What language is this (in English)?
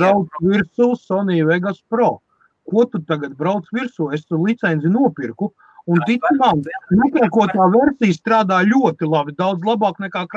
Latvian